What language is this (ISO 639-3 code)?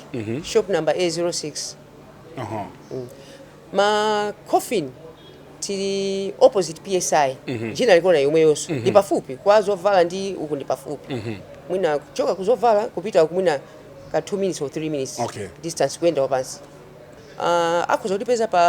nya